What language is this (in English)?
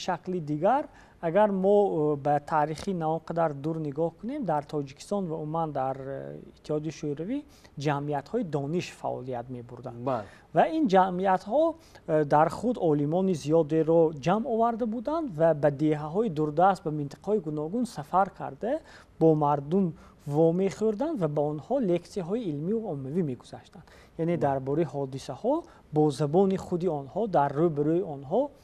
Tajik